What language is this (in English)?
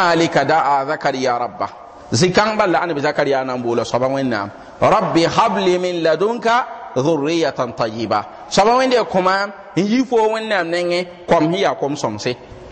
Mossi